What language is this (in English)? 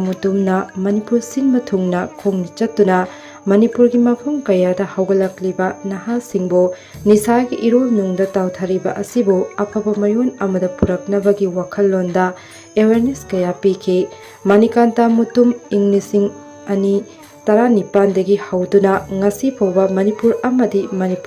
Manipuri